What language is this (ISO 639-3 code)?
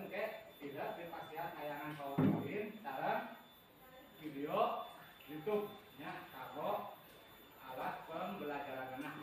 sun